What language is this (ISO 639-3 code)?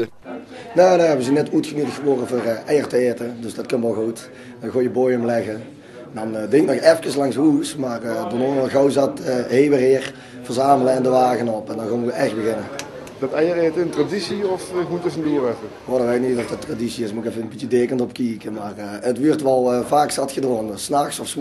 lim